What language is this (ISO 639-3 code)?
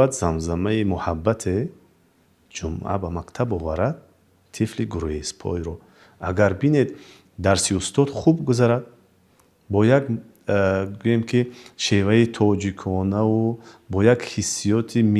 tgk